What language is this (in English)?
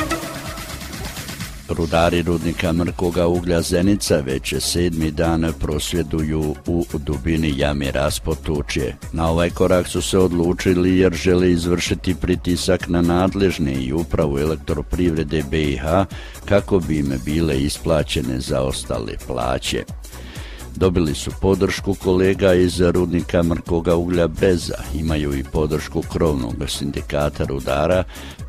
Croatian